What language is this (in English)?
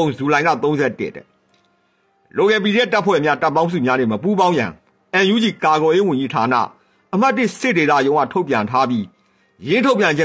Burmese